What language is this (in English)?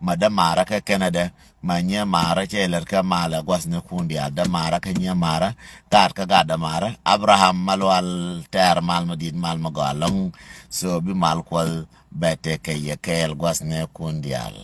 Nuer